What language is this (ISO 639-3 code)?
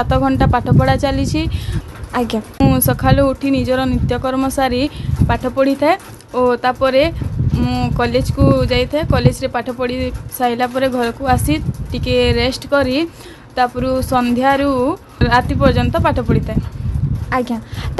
ori